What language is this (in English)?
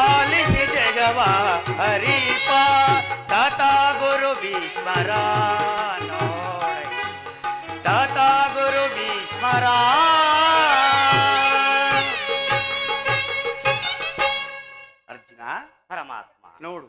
Kannada